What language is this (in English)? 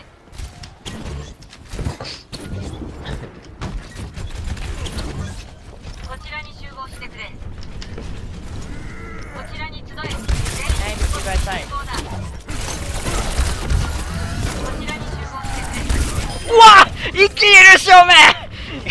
Japanese